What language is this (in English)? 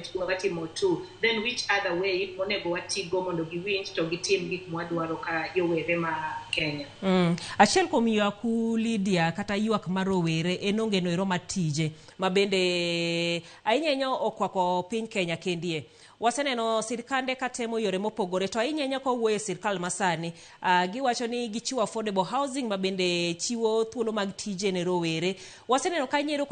Luo (Kenya and Tanzania)